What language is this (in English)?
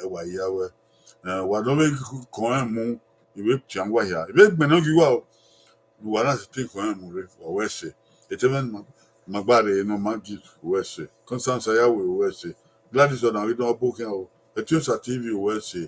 Bini